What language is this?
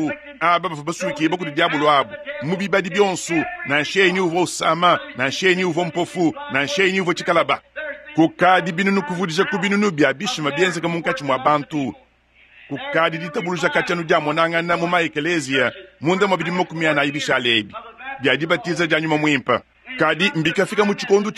Luba-Lulua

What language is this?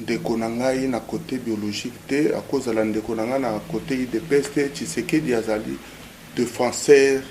Lingala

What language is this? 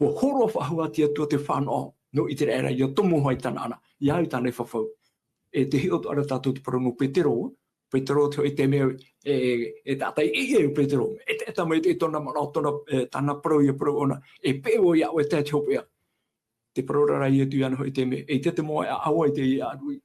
Tahitian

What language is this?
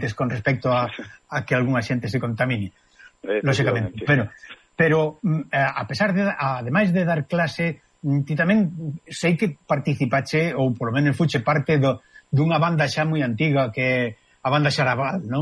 Galician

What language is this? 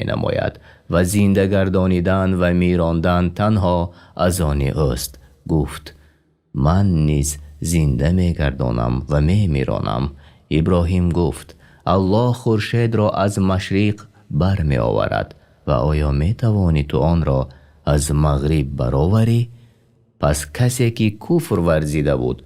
Tajik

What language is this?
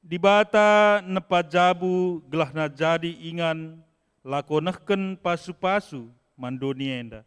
Batak Karo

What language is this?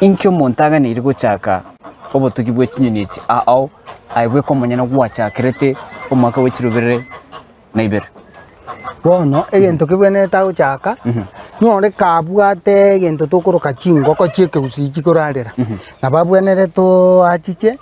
Gusii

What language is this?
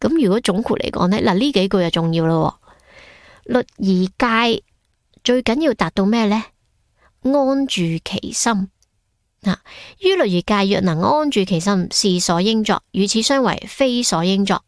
Cantonese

